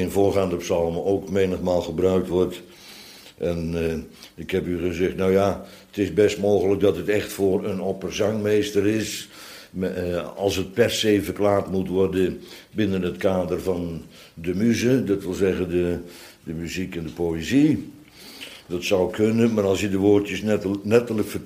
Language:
Dutch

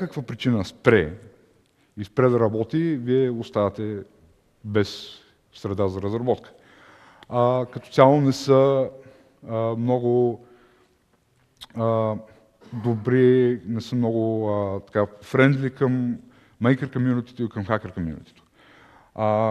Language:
Bulgarian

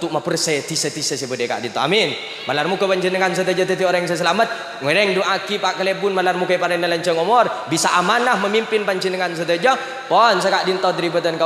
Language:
Madurese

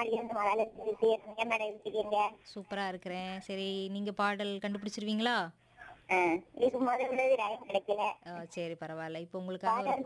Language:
Tamil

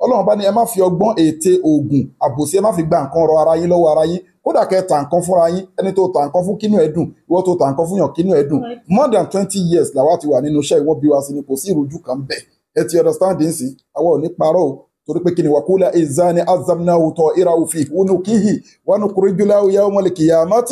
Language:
Yoruba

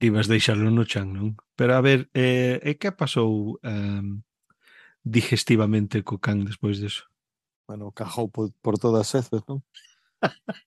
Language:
Galician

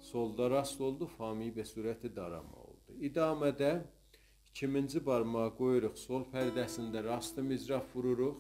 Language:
South Azerbaijani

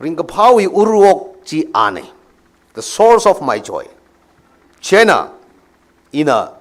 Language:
Tangkhul Naga (India)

